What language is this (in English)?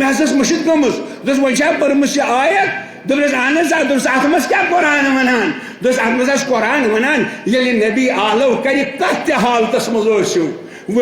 Kashmiri